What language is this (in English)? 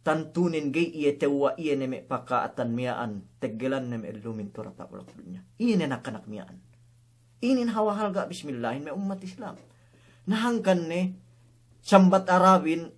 Yakan